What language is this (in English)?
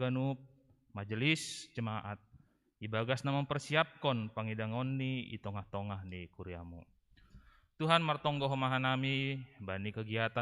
Batak Simalungun